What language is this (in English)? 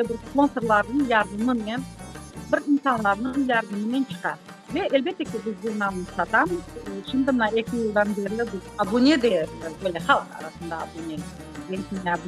Crimean Tatar